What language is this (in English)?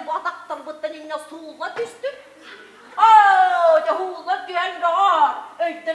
Yakut